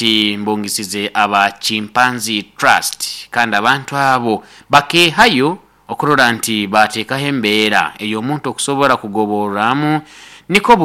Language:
Nyoro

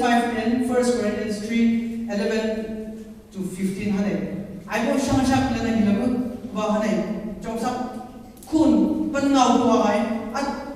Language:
Chang Naga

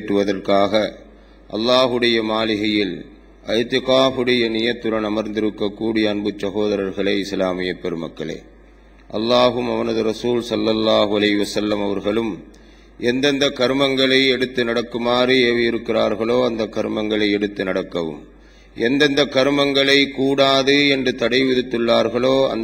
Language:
Tamil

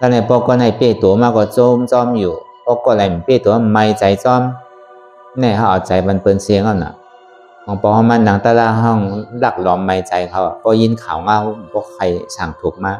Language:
Shan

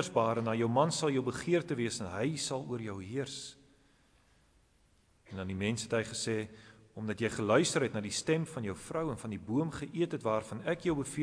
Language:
Afrikaans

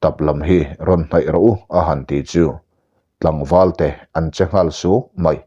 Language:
Mizo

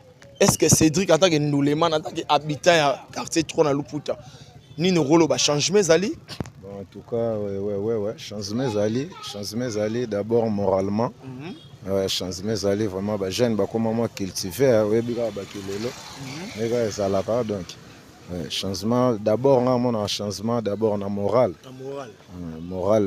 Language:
Lingala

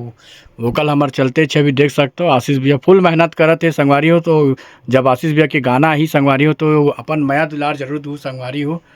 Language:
Chhattisgarhi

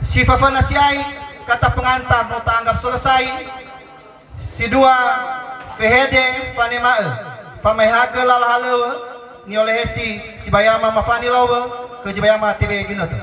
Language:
Nias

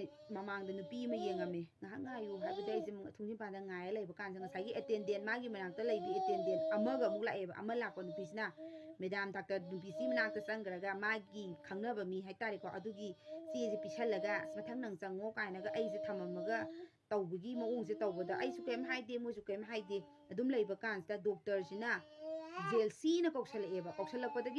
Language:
Manipuri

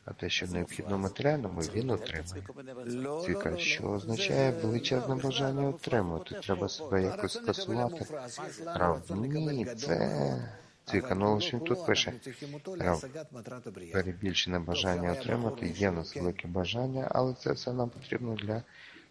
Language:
Ukrainian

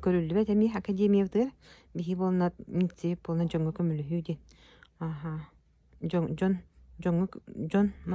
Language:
Yakut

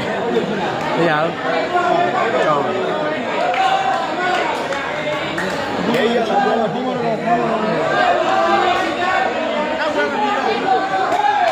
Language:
Burmese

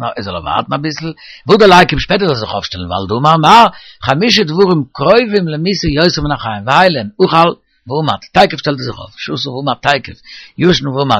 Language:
Yiddish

